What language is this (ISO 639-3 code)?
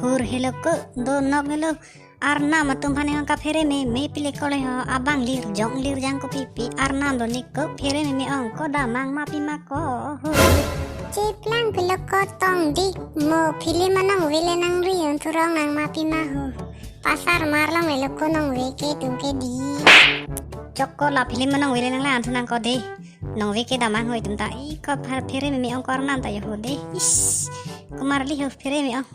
mjw